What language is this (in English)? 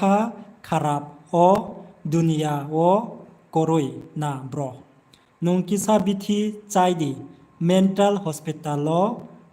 Riang (India)